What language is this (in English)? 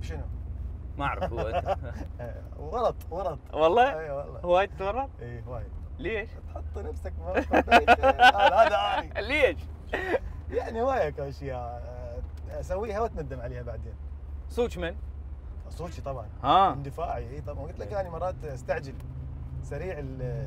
Mesopotamian Arabic